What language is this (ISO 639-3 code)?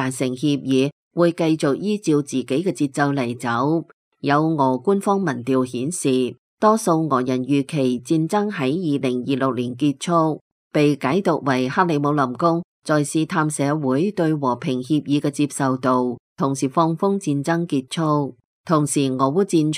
yue